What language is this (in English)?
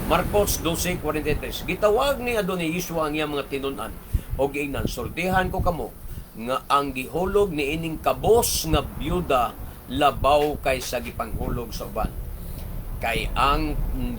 Cebuano